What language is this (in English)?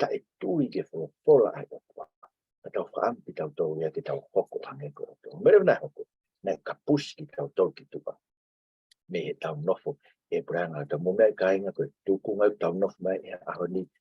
Tongan